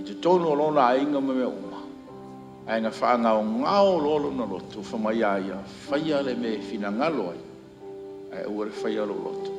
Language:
Samoan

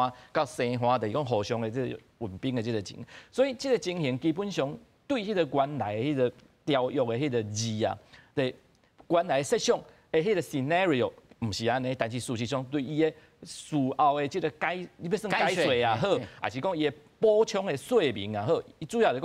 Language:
Min Nan Chinese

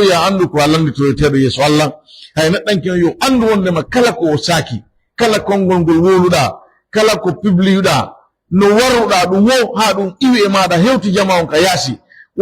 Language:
Pular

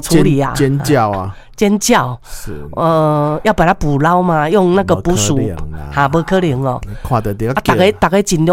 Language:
Min Nan Chinese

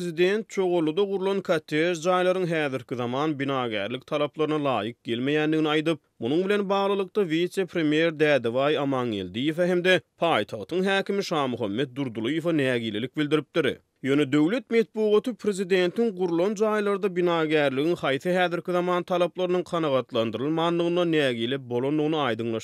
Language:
Turkmen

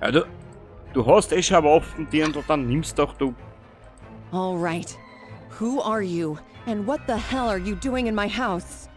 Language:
Bavarian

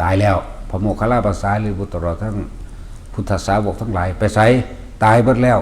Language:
Northeastern Thai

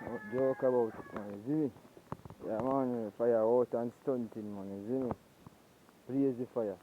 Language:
Jamaican Creole English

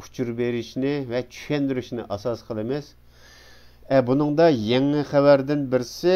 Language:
Uyghur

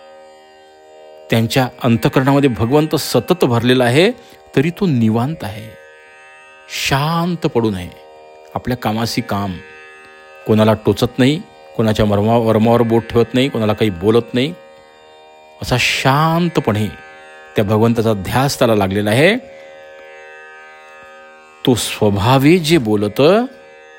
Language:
Marathi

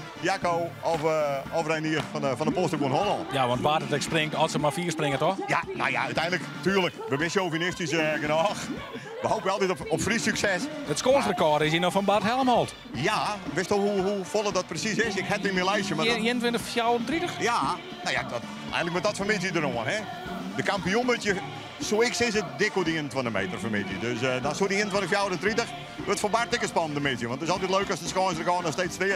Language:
Western Frisian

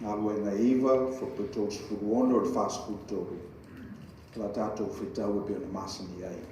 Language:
Samoan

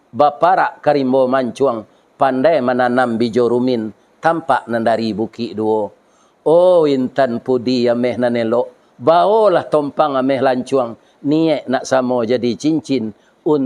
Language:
Minangkabau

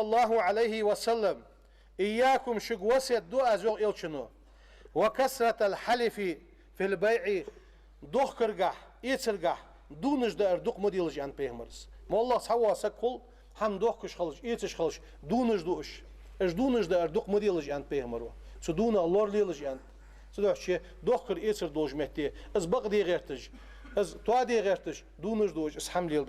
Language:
Ingush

